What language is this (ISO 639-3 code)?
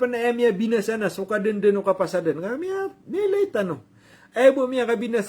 mrw